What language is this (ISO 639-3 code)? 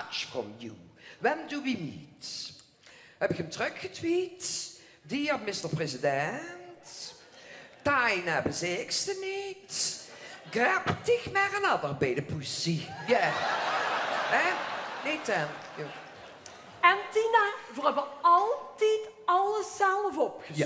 lim